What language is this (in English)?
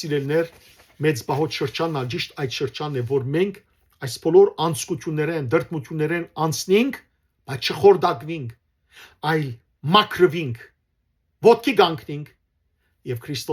Western Armenian